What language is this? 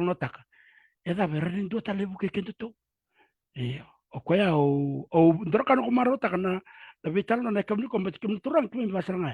Fijian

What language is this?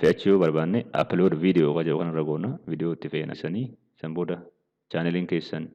Oromo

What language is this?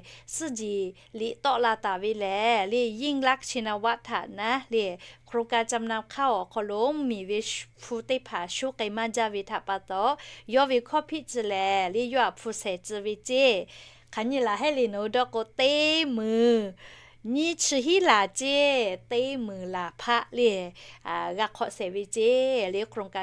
Lahu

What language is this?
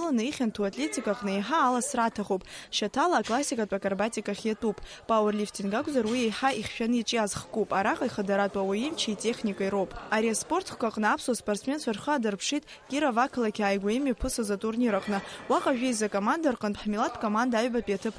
Abkhazian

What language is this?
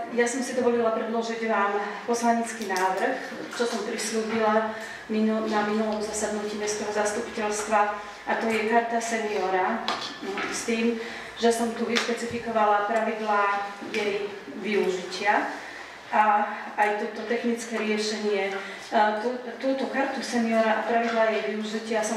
Slovak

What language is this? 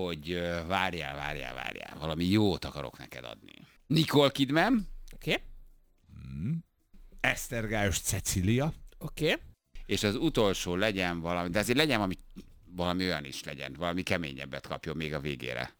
Hungarian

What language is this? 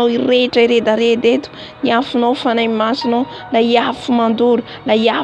Malagasy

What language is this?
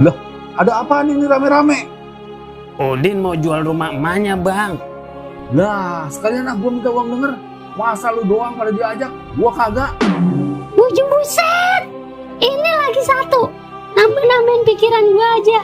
Betawi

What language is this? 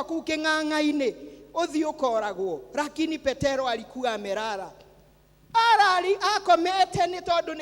Kikuyu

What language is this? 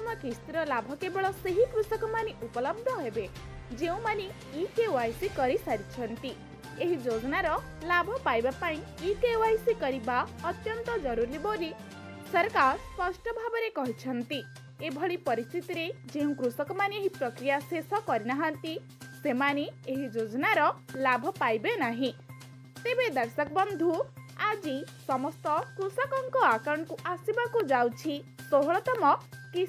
Odia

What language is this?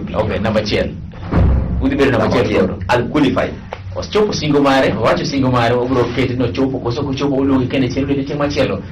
Luo (Kenya and Tanzania)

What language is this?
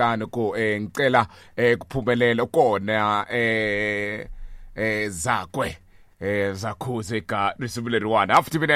Tsonga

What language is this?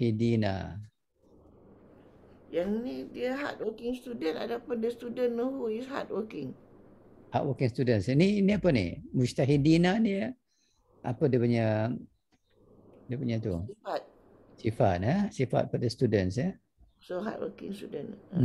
Malay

